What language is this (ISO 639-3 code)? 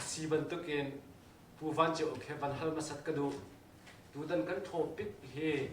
cnh